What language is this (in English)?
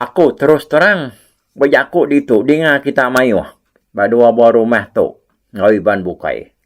Iban